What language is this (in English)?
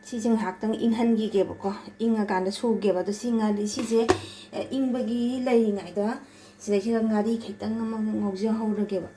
Manipuri